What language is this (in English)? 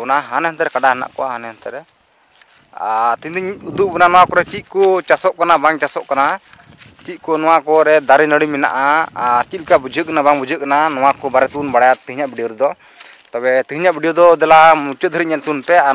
Santali